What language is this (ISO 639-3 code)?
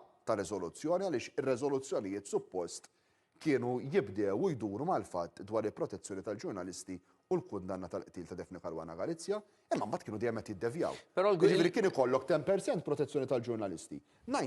mlt